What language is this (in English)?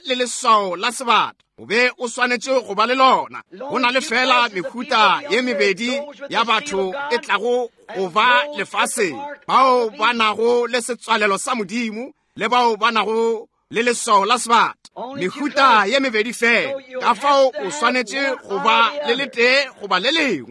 Northern Sotho